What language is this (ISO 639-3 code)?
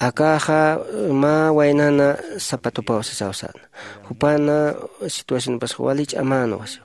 aym